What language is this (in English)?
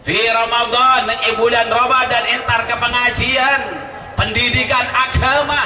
Madurese